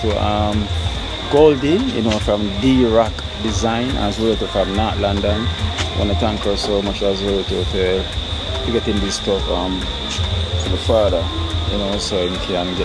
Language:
Jamaican Creole English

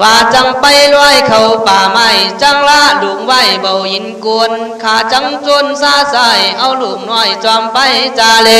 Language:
Khün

